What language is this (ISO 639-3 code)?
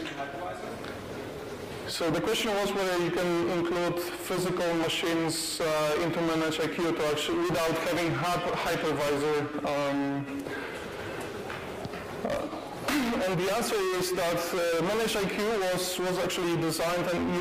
eng